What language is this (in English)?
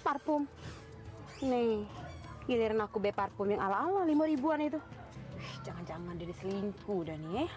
Musi